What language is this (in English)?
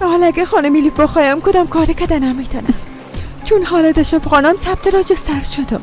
Persian